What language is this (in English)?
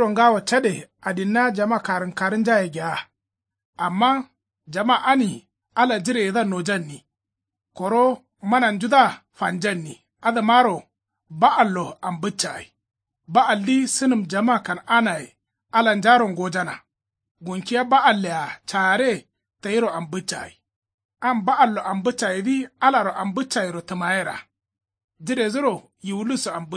Kanuri